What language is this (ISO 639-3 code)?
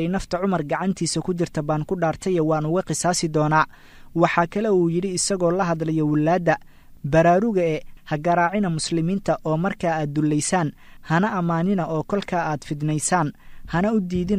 som